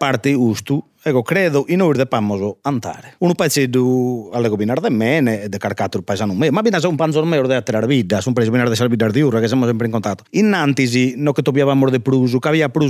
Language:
Sardinian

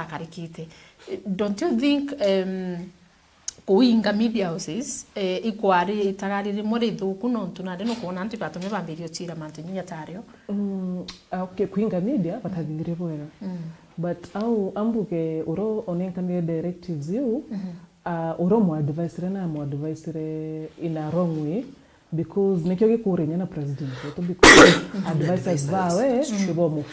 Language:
Meru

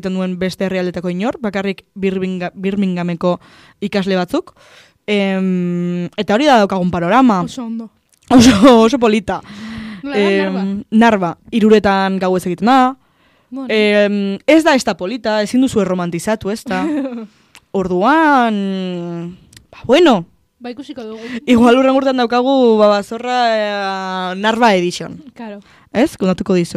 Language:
Basque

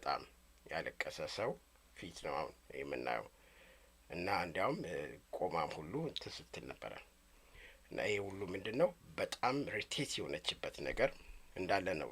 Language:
Amharic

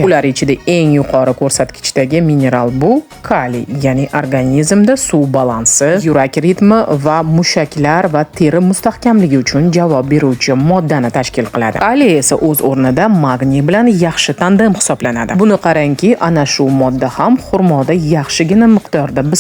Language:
Uzbek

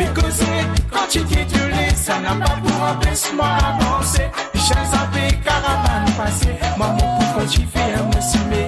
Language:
Morisyen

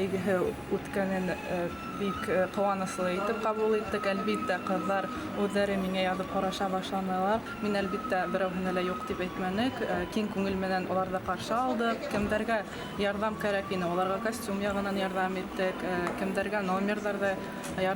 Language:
Bashkir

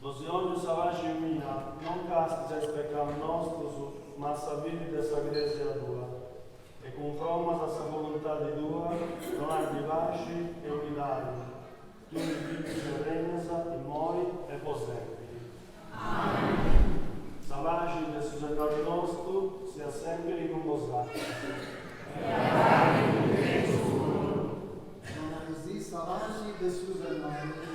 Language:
Sardinian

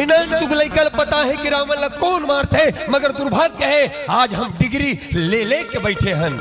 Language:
Chhattisgarhi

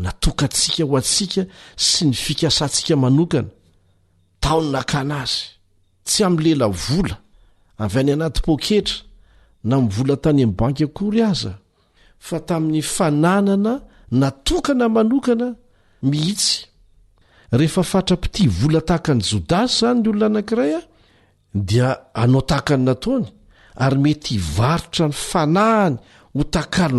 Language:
Malagasy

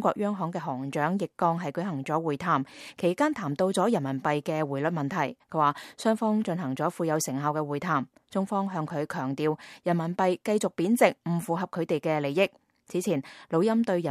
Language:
Cantonese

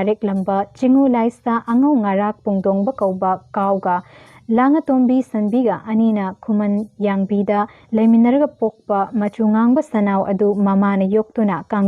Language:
Manipuri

